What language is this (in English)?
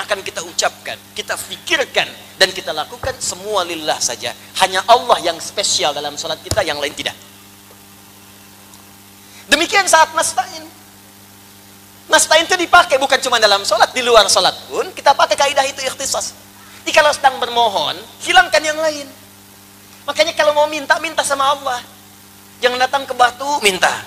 Indonesian